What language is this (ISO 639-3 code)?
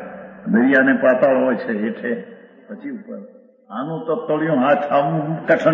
guj